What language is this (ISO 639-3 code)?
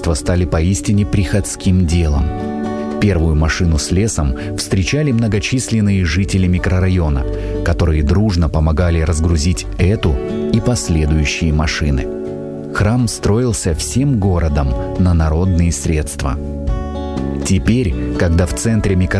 rus